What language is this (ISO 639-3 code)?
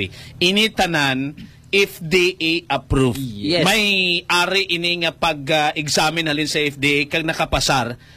hil